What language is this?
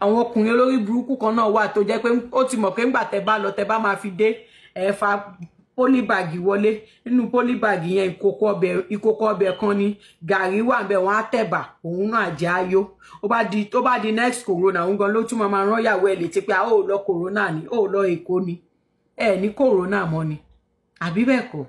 Yoruba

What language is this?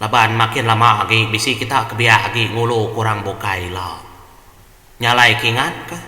Iban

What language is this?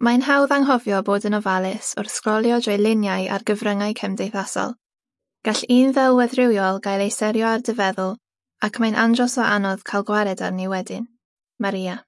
Welsh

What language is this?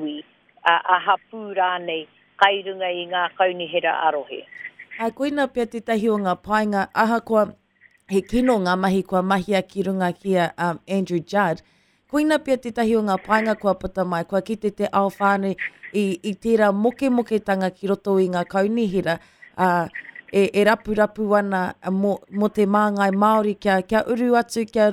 Māori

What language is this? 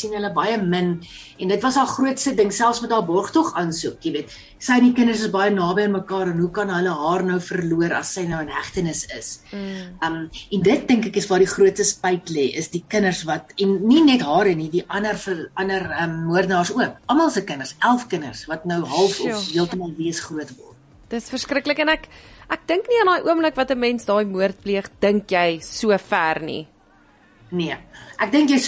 Afrikaans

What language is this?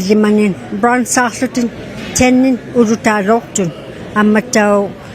Inuktitut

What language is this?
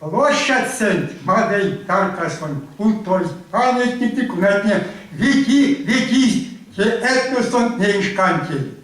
Erzya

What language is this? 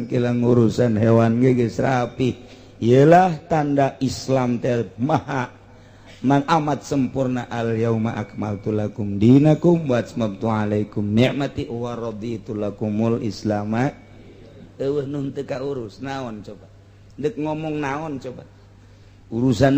Sundanese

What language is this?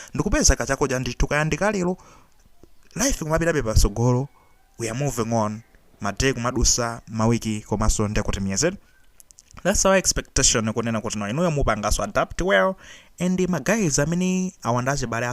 Nyanja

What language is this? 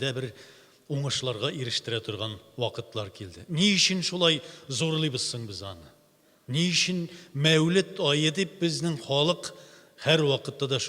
Tatar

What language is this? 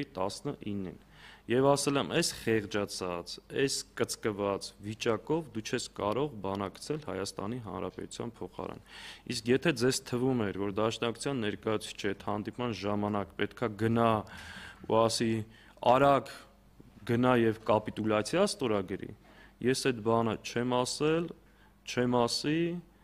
Armenian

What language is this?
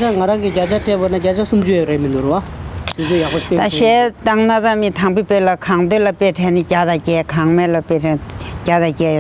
Tibetan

